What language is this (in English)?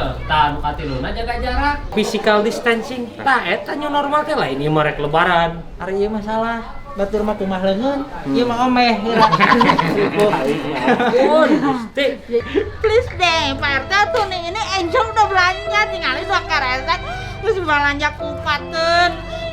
Sundanese